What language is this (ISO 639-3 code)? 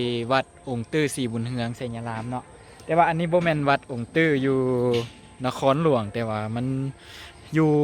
lao